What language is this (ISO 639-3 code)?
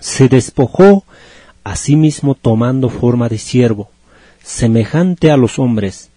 aym